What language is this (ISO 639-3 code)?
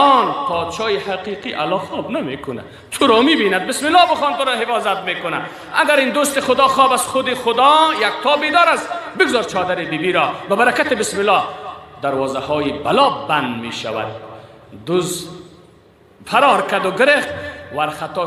fas